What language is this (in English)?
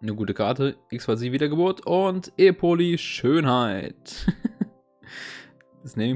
German